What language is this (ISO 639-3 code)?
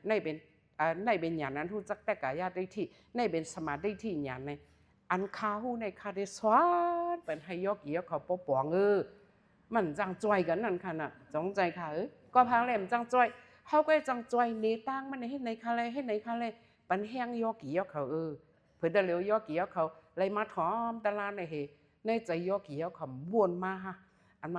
shn